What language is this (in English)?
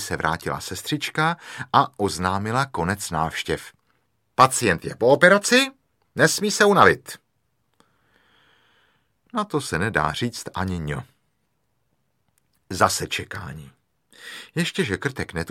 Czech